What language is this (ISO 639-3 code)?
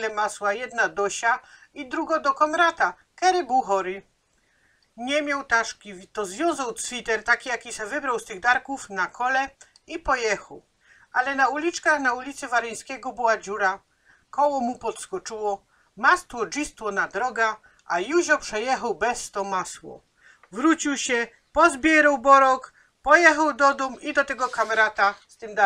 szl